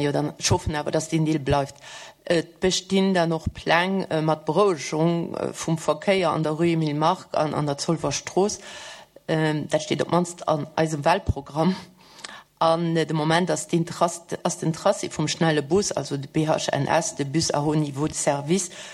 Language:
Luxembourgish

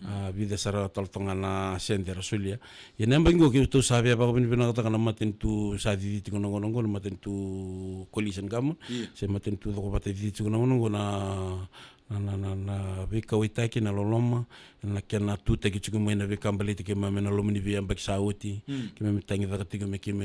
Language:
Fijian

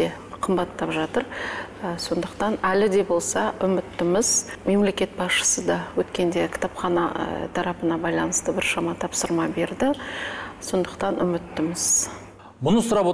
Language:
Kazakh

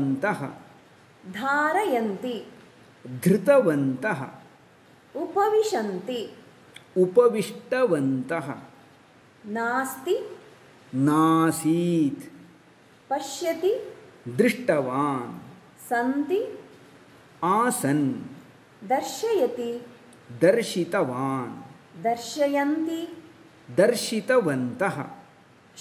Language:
Sanskrit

